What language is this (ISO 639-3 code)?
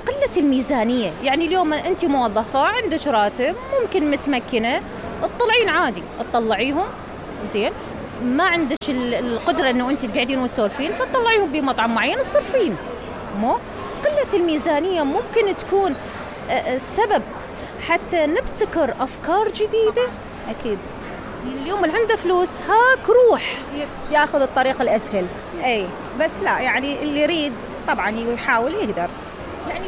acm